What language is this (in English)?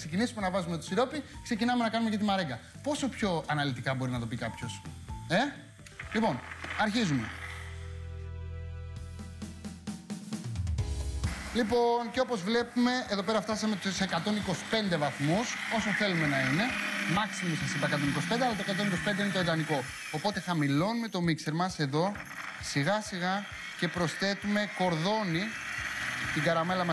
Greek